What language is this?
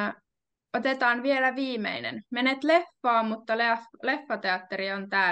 Finnish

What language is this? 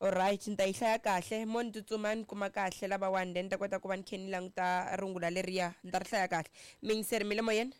Tsonga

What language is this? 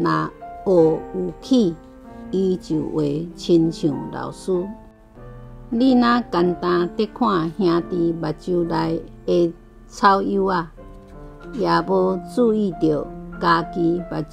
Min Nan Chinese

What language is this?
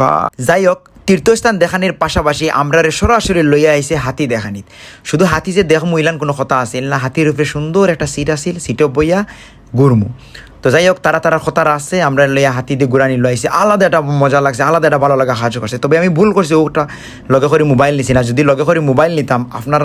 Sylheti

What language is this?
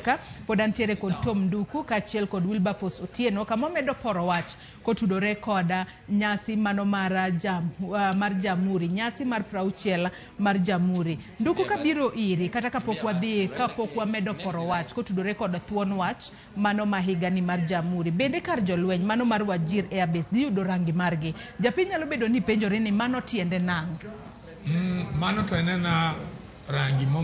Luo (Kenya and Tanzania)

